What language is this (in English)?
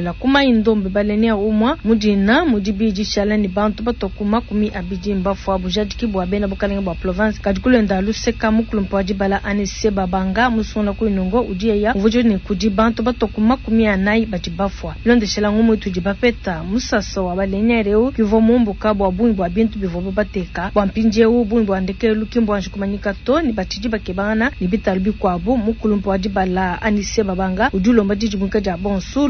Luba-Lulua